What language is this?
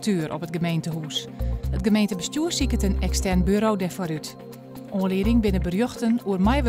Western Frisian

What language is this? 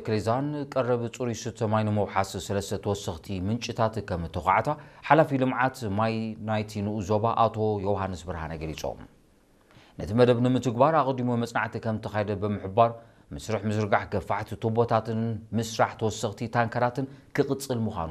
Tigrinya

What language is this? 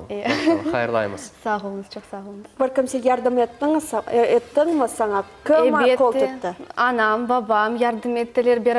Crimean Tatar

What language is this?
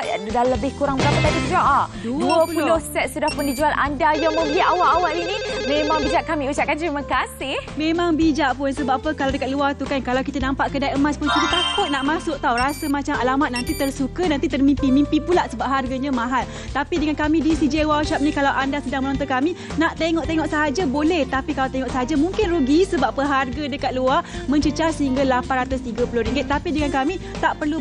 Malay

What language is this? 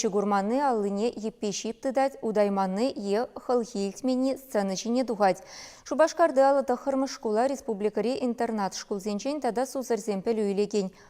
Chuvash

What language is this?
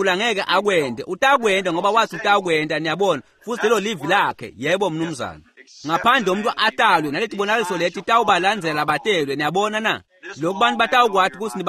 Swati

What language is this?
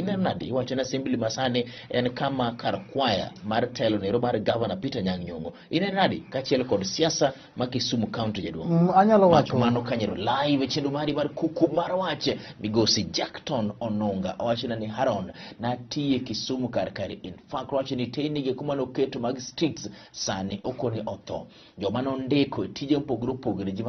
Luo (Kenya and Tanzania)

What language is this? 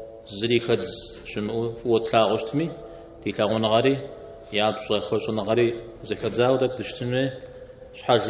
Kabardian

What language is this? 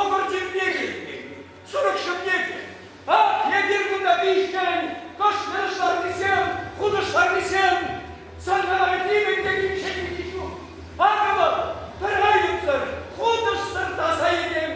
Chuvash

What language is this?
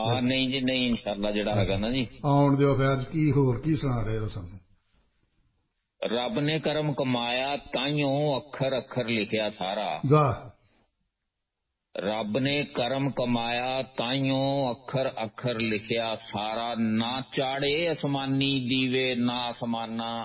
Punjabi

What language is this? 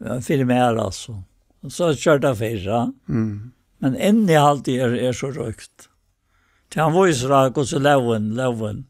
Faroese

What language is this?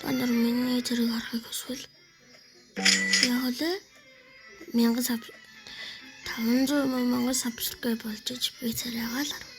Mongolian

